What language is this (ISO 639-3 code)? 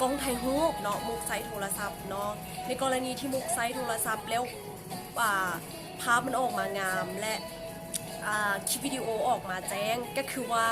lao